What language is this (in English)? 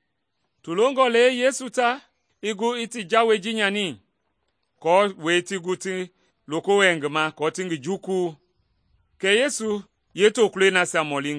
Mende